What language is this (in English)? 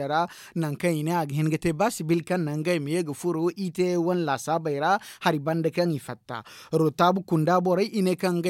Zarma